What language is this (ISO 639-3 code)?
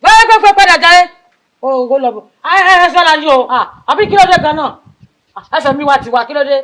yor